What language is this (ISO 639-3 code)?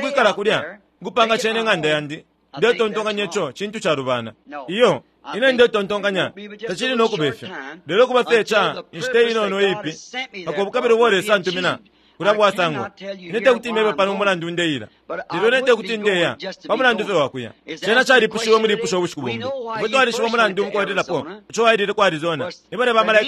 bem